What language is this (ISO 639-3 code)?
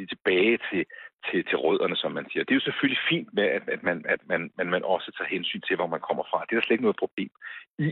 dan